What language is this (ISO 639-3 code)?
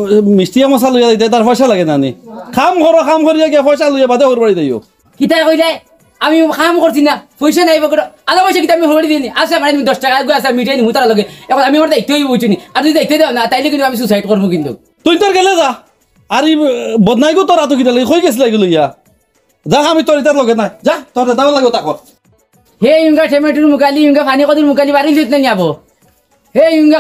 syl